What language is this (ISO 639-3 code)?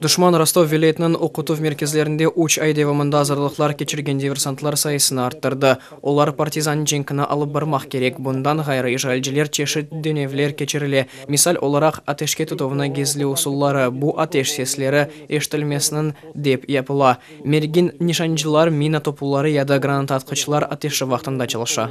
crh